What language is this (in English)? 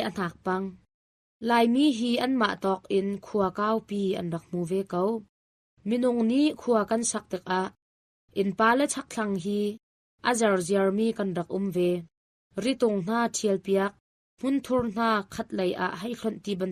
Hakha Chin